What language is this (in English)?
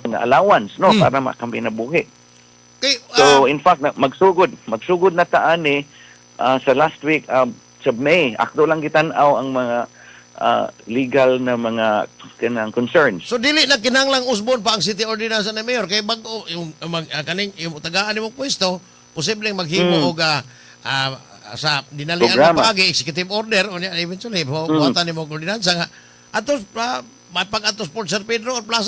Cebuano